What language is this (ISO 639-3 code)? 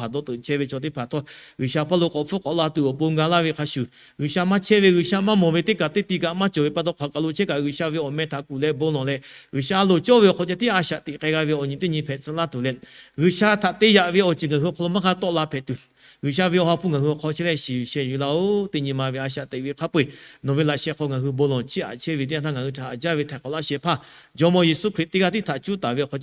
lhu